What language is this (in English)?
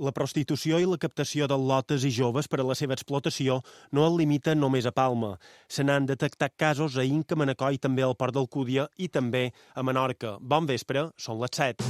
Catalan